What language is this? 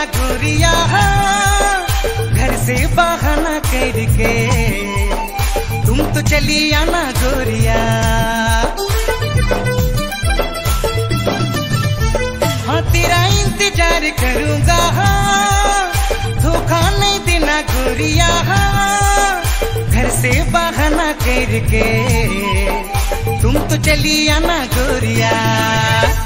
Sadri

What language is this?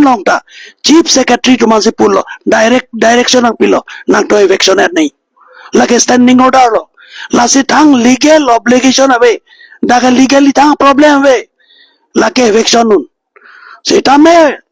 Karbi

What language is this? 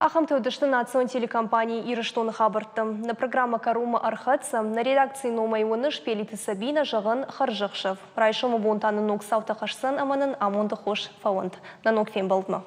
Ossetic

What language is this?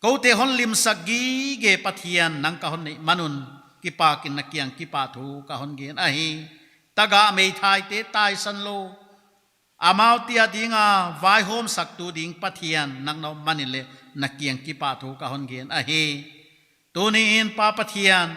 Paite Chin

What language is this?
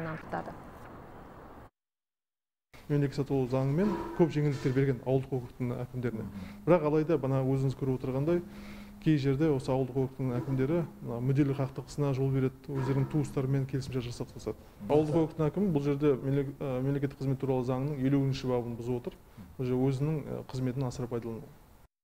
Kazakh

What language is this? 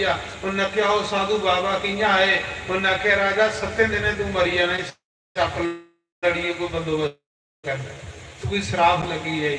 Dogri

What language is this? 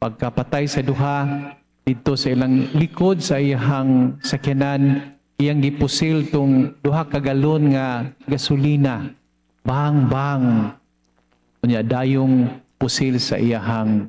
Cebuano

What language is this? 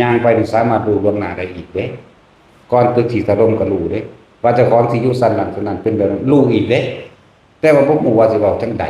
Northeastern Thai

